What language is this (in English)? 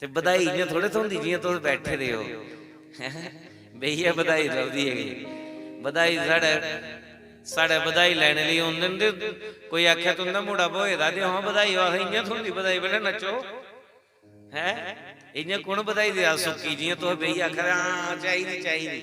Dogri